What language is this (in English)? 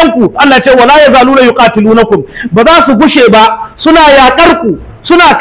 Hausa